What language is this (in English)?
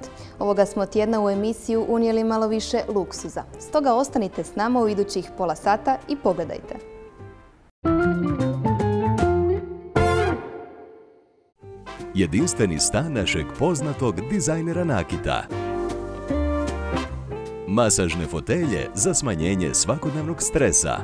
Croatian